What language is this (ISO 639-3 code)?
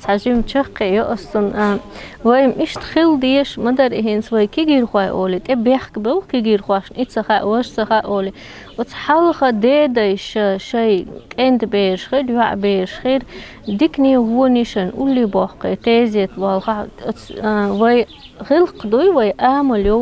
che